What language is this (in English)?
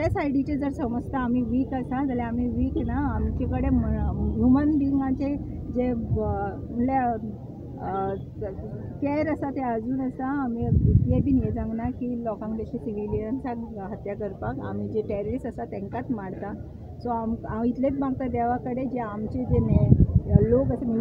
Konkani